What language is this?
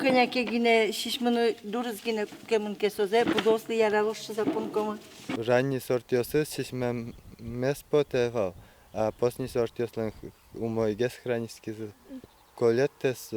Udmurt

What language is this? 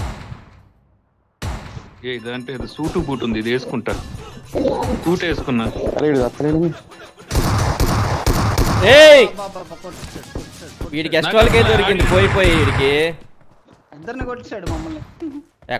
Telugu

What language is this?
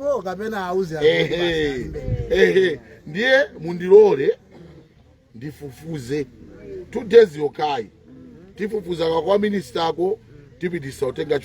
Nyanja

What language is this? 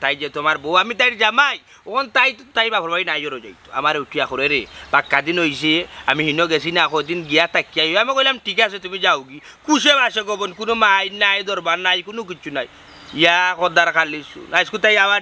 Sylheti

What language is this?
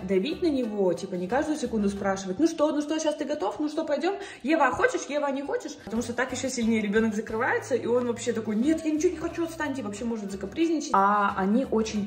Russian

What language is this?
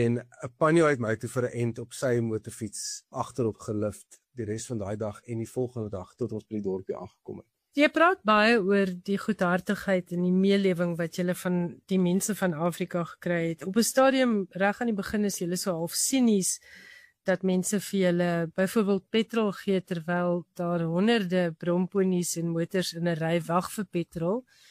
Afrikaans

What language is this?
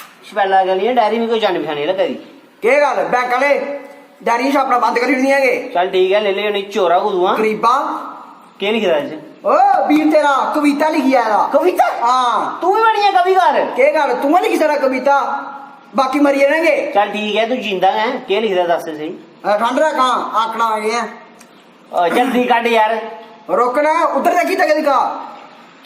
Dogri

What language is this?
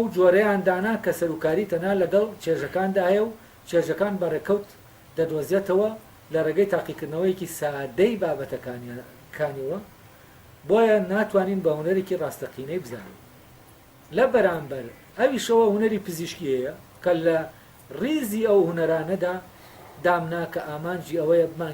Central Kurdish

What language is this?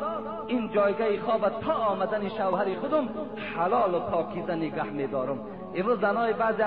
Tajik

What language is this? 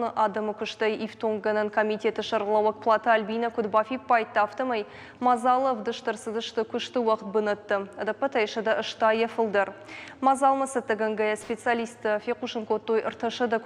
Ossetic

